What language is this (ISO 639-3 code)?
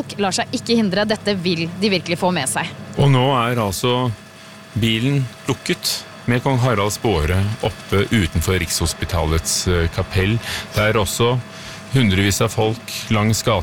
nor